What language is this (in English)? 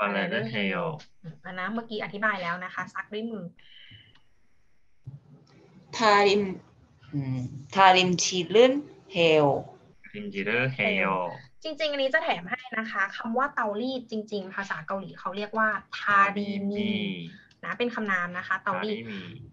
Thai